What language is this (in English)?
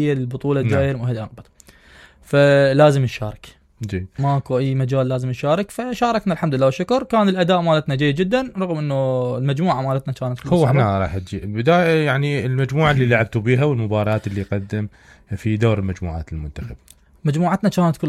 Mesopotamian Arabic